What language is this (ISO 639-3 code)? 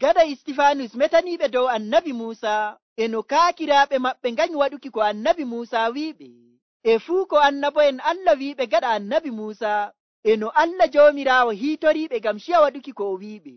fuv